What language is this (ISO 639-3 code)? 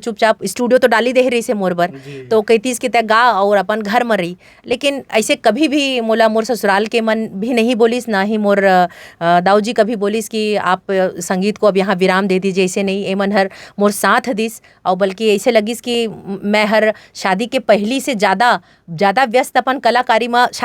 hne